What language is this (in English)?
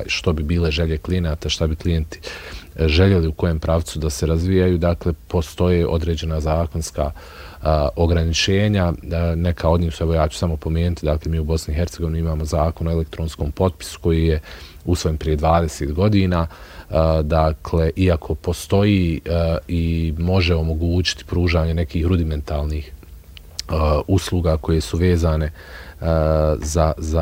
Bosnian